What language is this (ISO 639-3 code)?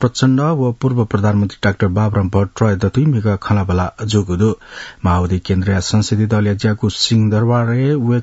new